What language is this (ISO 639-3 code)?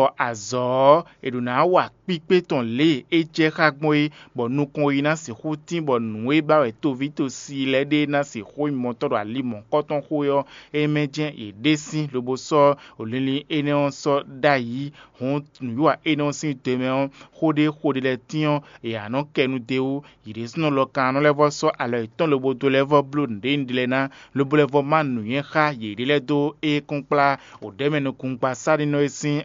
fon